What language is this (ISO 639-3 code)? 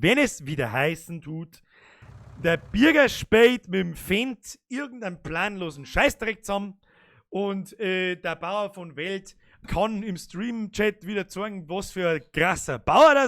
bar